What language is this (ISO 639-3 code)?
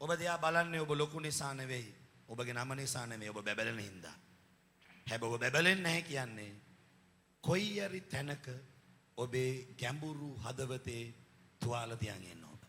sin